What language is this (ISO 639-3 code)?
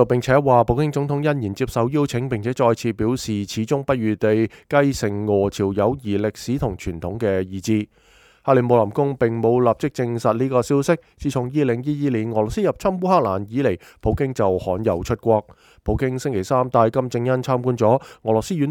yue